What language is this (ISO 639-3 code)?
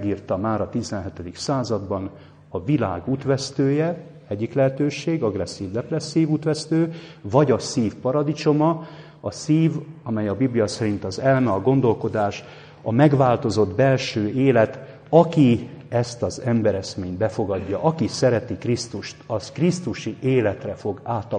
hun